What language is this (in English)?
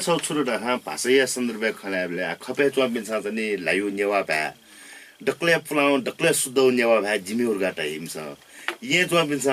Newari